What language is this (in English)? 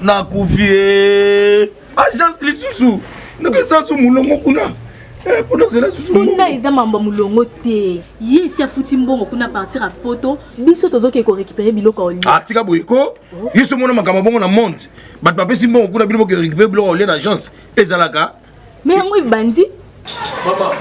Lingala